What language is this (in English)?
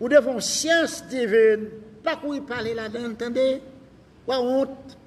Haitian Creole